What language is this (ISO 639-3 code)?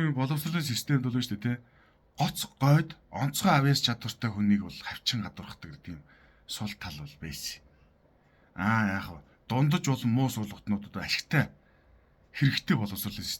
mon